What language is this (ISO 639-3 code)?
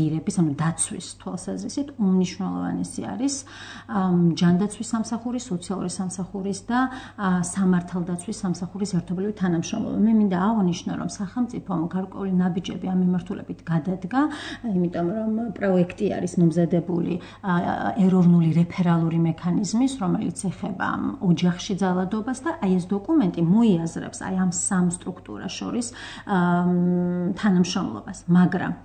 kat